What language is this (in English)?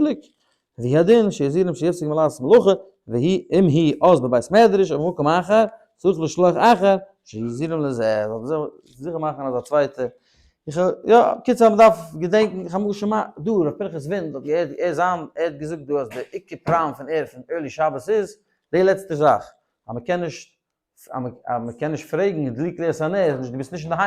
Yiddish